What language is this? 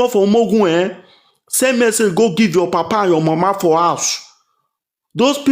Nigerian Pidgin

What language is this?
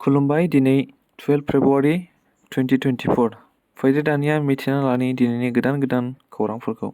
Bodo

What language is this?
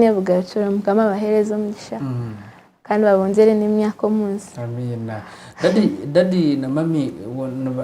Nyankole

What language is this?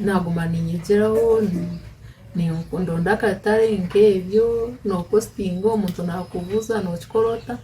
Nyankole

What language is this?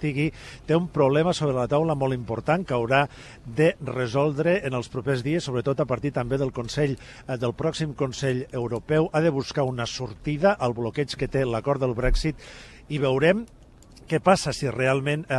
Catalan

